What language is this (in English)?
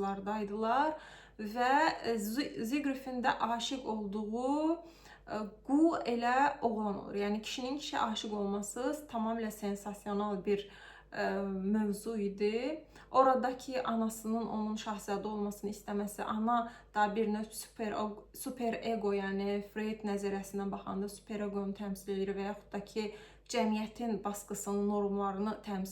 Azerbaijani